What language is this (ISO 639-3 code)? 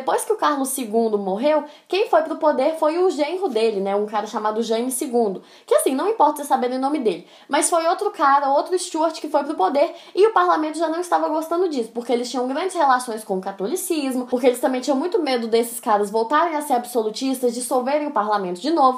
por